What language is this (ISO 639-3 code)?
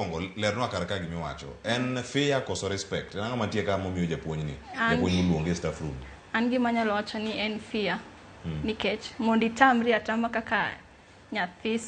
luo